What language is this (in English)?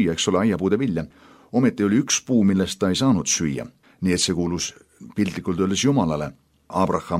Estonian